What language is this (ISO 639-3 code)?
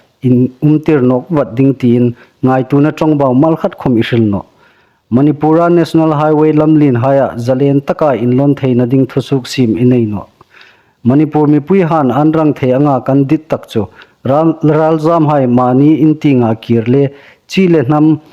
hmr